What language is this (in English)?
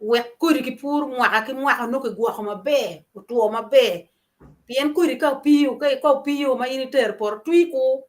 Acoli